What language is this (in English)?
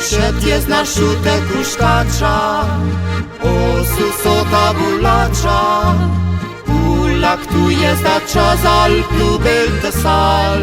Ladin